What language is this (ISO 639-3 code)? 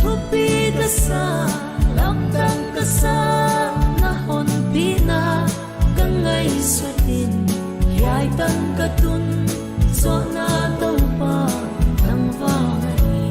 pck